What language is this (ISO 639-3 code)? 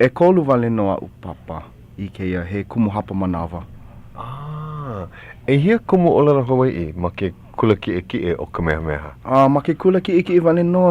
haw